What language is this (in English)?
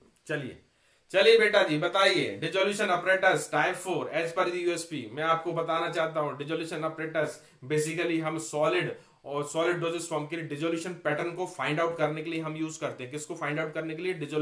Hindi